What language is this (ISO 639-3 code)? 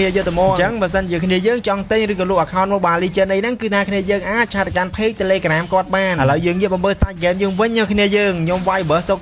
khm